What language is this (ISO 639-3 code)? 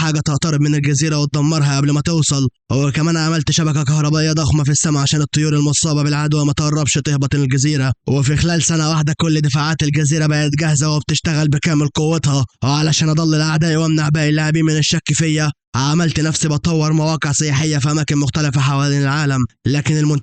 arz